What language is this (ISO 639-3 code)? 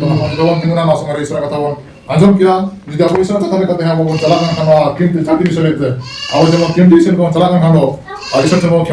sat